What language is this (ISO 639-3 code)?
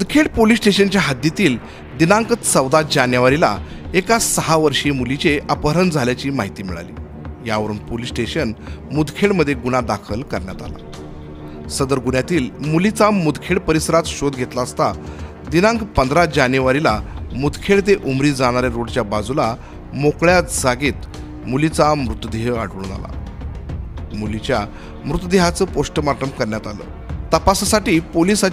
mar